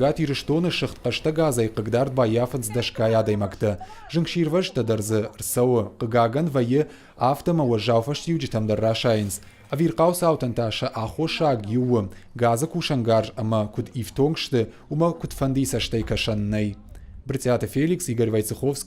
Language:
Ossetic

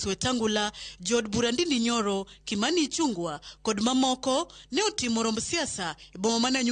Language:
Luo (Kenya and Tanzania)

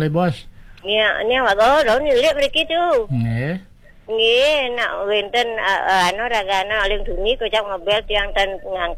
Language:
Balinese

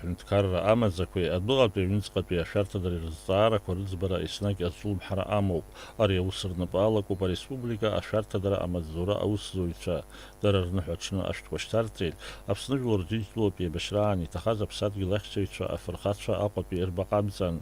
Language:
Abkhazian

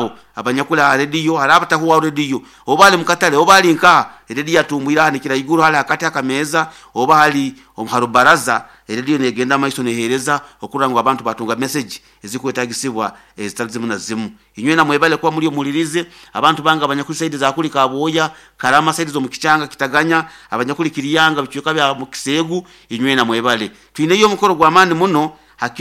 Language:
Nyoro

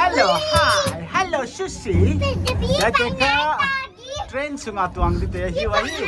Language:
Paite Chin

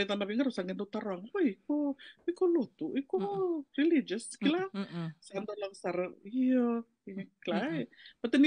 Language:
Fijian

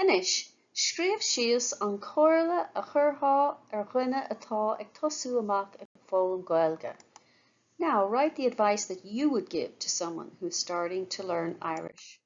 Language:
Irish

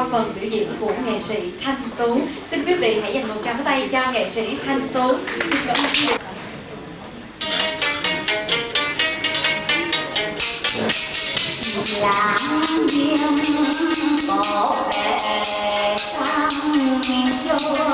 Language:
Vietnamese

